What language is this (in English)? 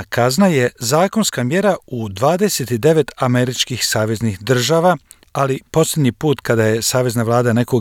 Croatian